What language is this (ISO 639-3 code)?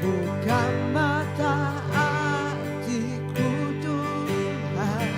iba